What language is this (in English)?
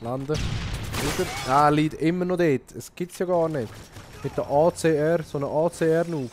Swiss German